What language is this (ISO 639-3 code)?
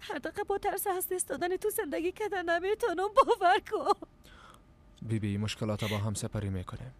fas